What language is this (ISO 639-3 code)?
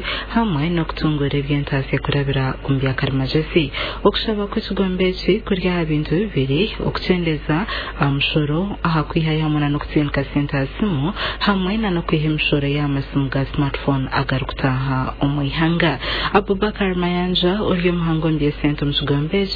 nyn